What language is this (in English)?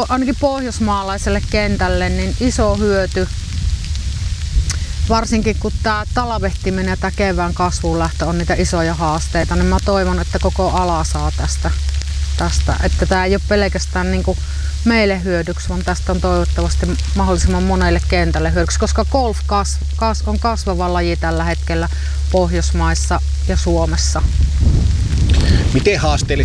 Finnish